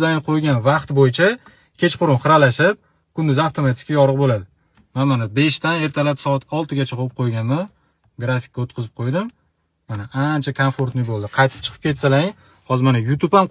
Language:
Uzbek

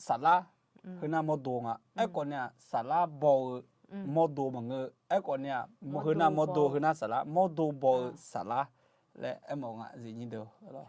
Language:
Akha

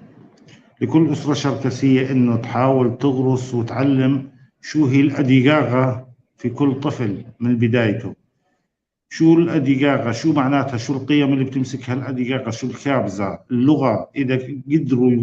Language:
North Levantine Arabic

